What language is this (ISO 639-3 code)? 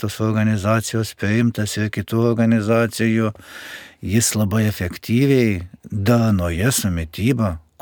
lit